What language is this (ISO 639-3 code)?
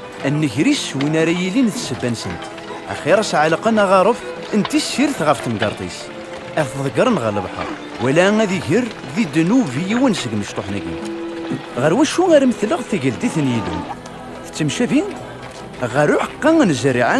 kab